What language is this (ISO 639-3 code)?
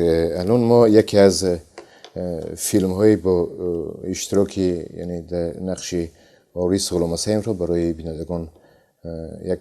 tgk